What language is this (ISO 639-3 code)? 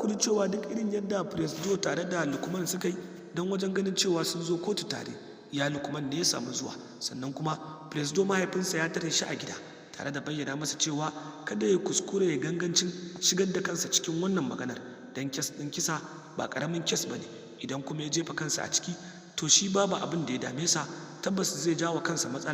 hau